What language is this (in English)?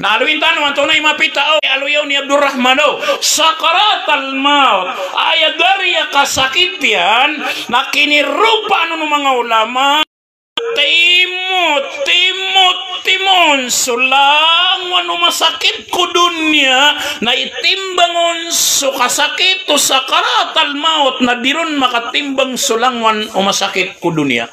Maranao